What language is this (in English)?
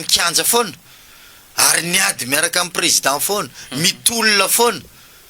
Malagasy